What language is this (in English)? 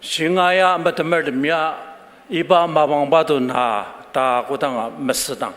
Ao Naga